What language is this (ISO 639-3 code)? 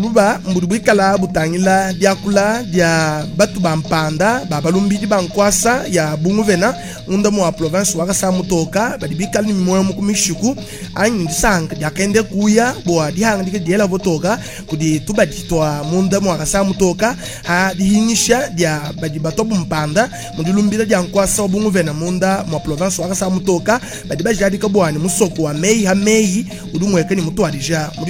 lua